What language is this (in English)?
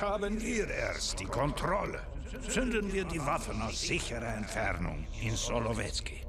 Bavarian